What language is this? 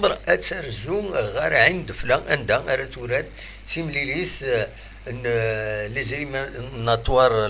Kabyle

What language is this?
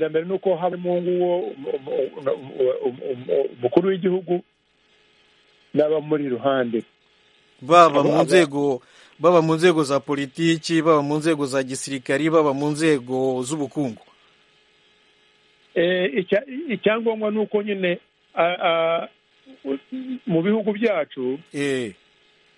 Kinyarwanda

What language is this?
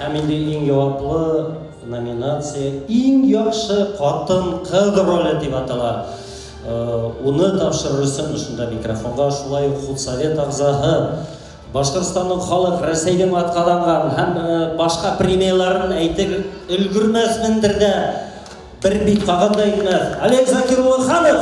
Bashkir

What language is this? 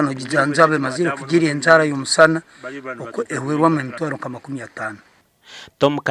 Nyankole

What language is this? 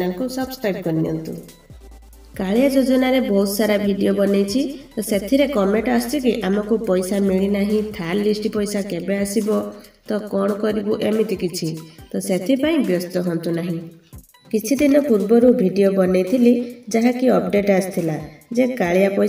Odia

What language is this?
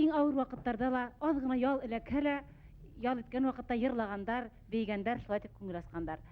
Bashkir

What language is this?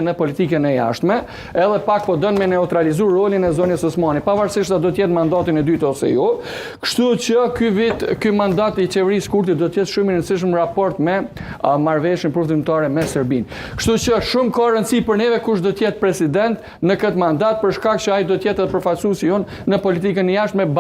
Albanian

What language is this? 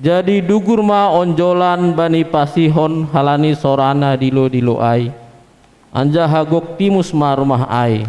Batak Simalungun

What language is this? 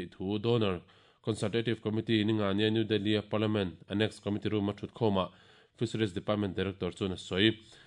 Mizo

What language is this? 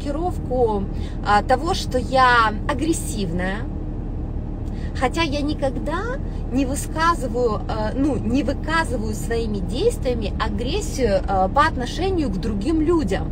Russian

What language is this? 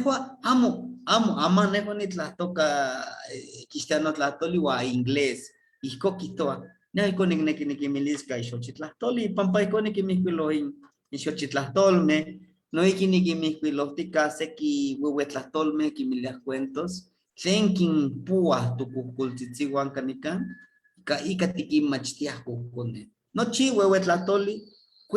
Eastern Huasteca Nahuatl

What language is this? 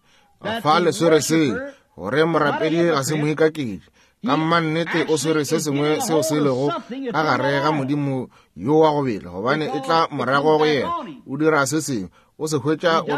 Northern Sotho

